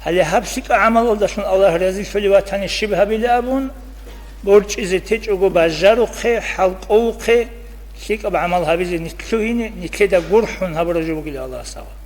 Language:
Avaric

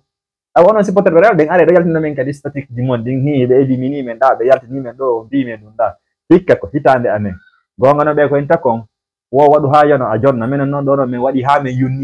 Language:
Fula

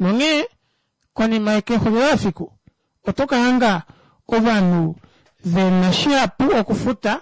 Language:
Kuanyama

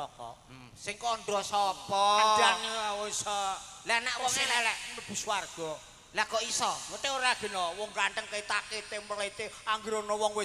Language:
Javanese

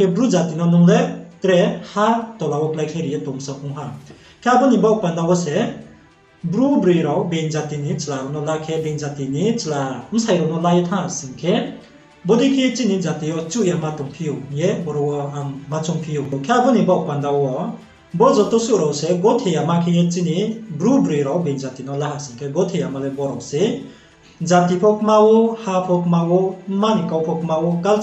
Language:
Riang (India)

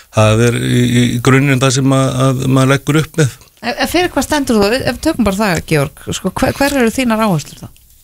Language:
Icelandic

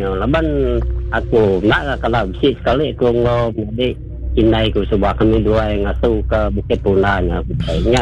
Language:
Iban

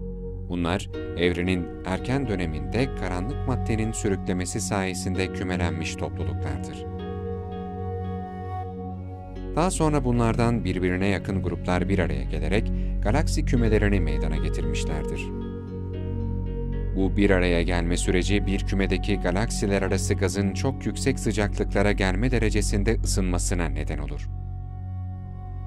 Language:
Turkish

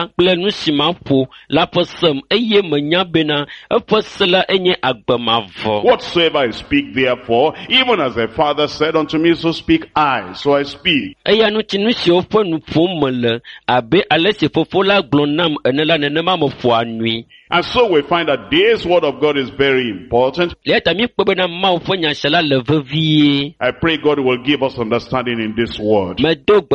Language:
Ewe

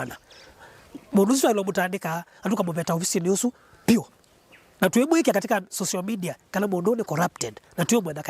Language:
Kamba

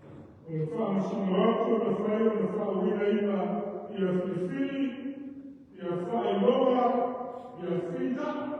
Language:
Samoan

